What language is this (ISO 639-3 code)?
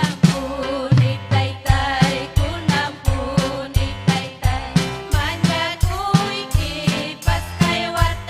quy